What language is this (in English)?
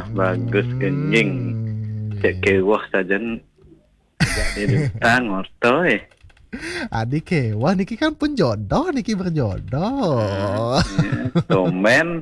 Balinese